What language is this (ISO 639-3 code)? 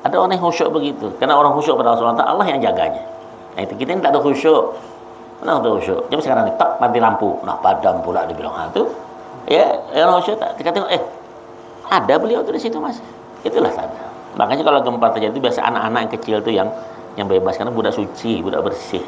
bjn